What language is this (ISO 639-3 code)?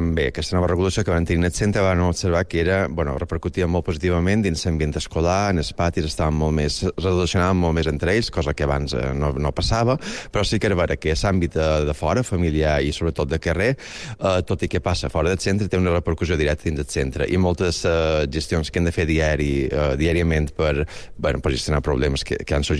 cat